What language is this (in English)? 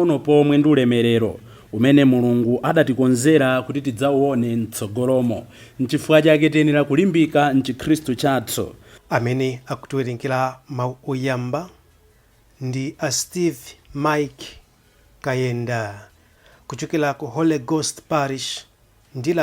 Nyanja